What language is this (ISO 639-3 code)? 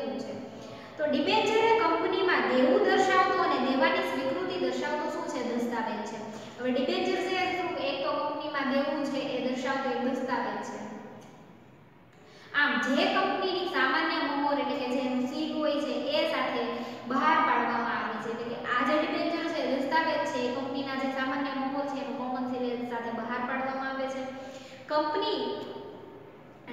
guj